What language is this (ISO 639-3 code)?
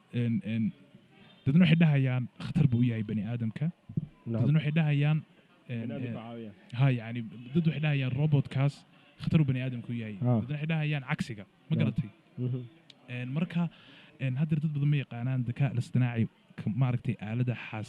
som